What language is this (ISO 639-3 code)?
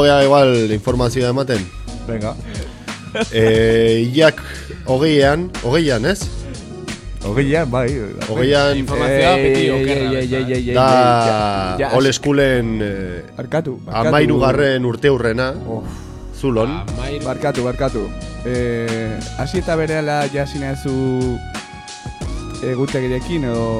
eus